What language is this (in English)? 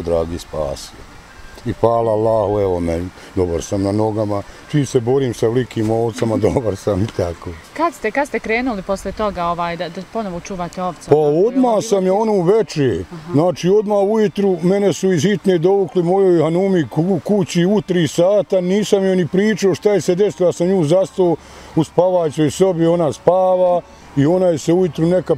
Bosnian